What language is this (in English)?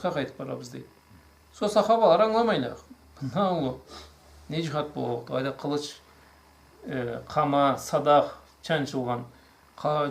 Karachay-Balkar